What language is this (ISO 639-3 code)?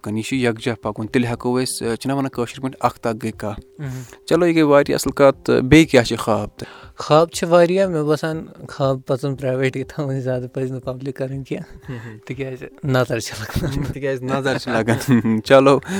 kas